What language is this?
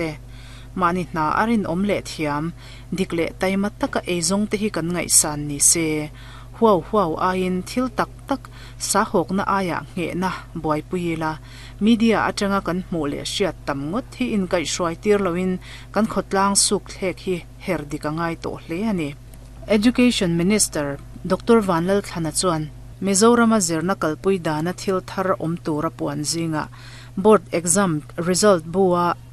Mizo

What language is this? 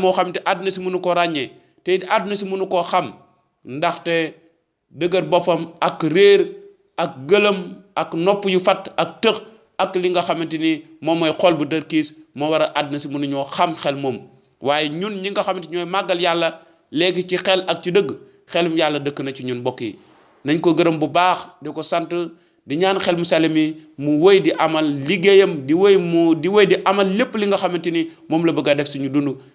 Wolof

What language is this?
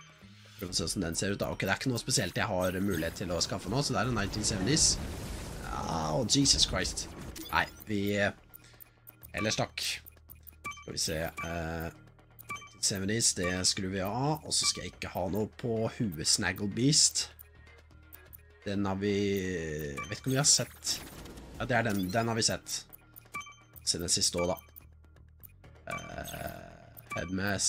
Norwegian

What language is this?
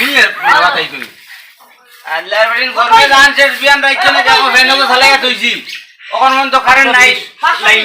Sylheti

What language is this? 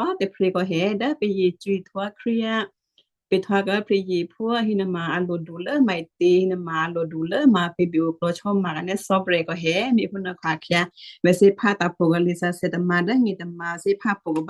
Western Kayah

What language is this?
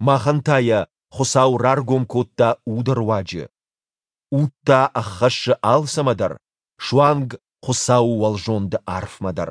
Ossetic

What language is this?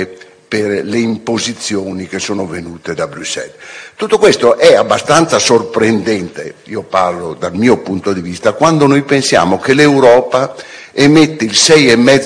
Italian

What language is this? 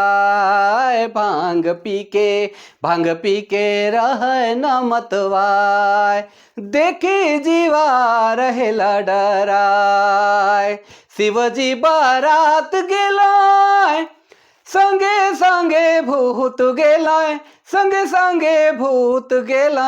Sadri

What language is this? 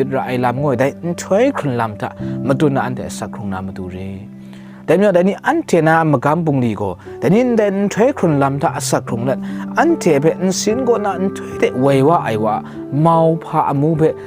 Kachin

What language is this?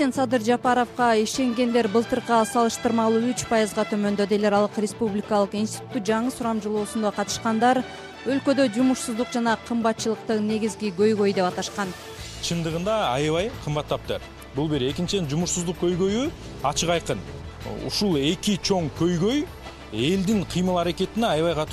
Kyrgyz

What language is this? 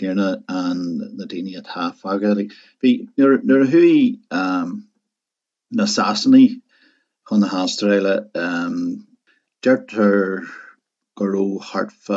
Irish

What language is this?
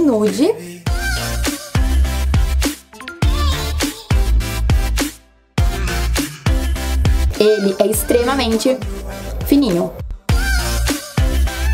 Portuguese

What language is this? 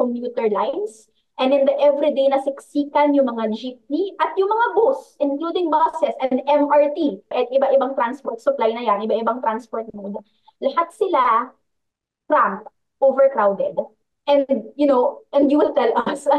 Filipino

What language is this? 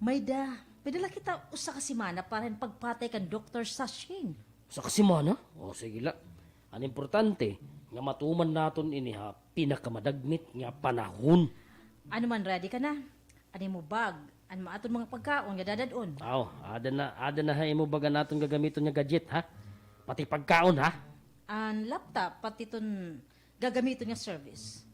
Waray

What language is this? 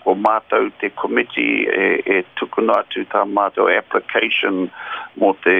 Māori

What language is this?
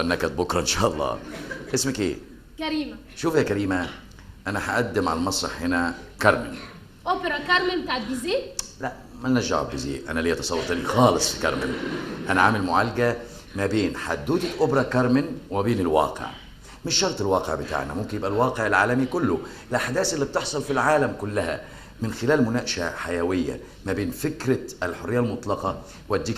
Egyptian Arabic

